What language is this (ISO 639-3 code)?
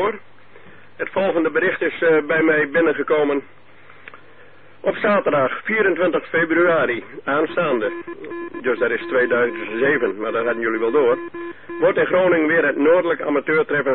nld